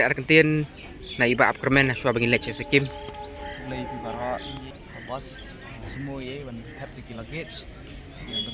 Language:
Khasi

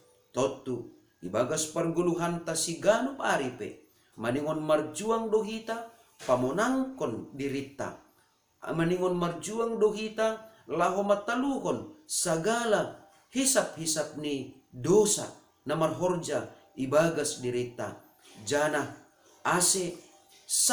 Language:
Batak Simalungun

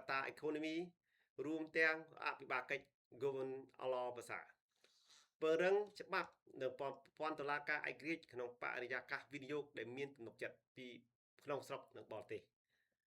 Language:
Khmer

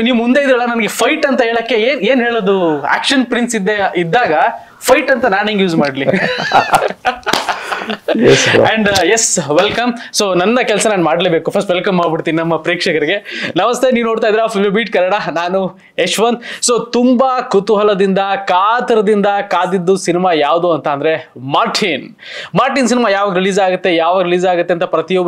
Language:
Kannada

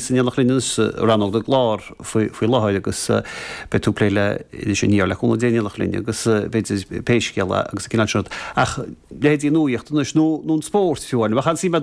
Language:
Irish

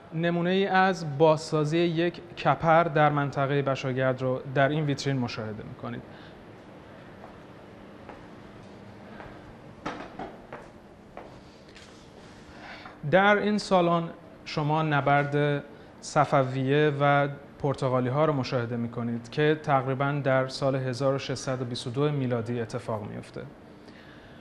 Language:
Persian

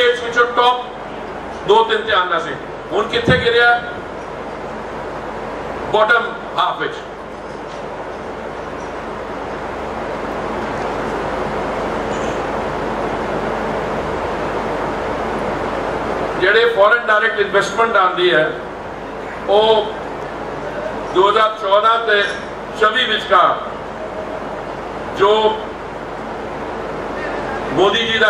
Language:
Punjabi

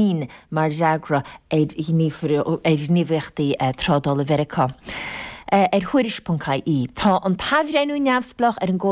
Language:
Irish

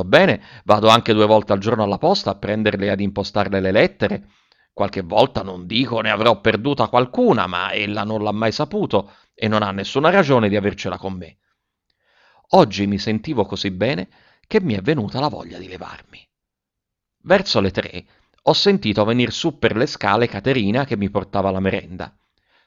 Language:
Italian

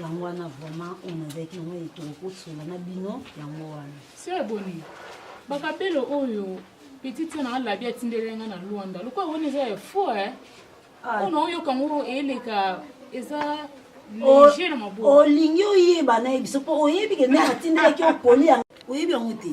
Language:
Lingala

